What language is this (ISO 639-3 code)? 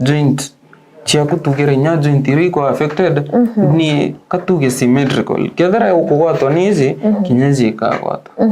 mer